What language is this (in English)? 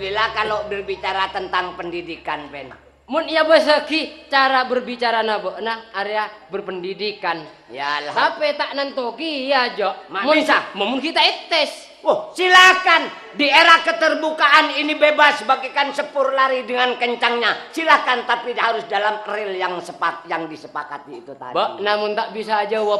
Madurese